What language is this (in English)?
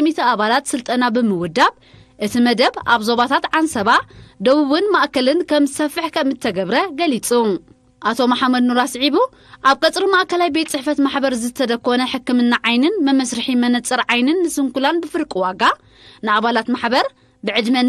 Tigrinya